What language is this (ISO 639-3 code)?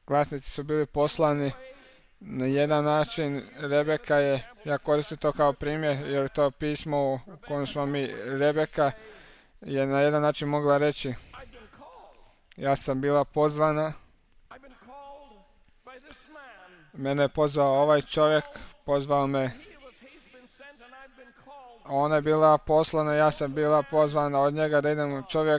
hrv